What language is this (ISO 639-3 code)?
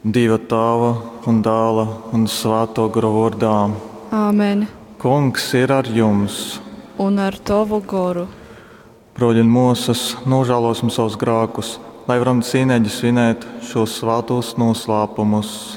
ltg